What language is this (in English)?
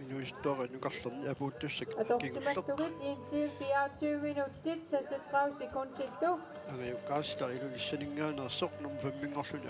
Kalaallisut